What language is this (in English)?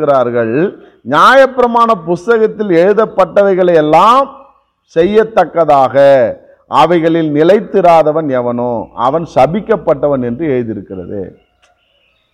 Tamil